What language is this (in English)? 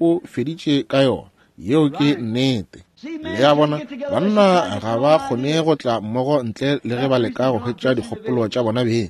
Northern Sotho